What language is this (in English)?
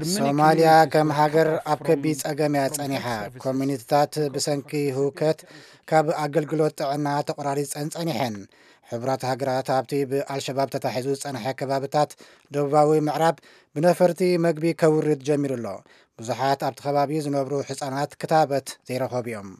Tigrinya